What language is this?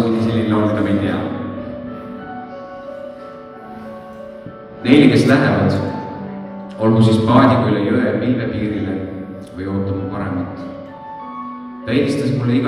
Estonian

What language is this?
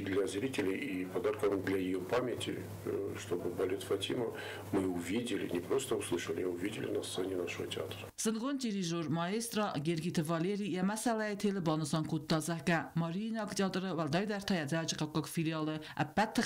Ossetic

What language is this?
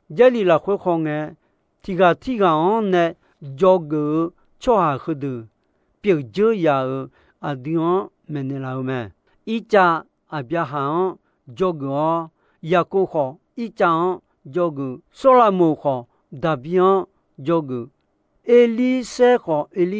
Akha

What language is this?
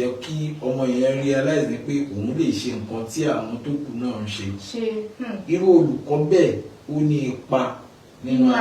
Yoruba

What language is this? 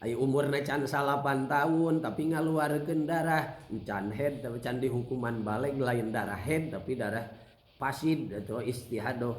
Sundanese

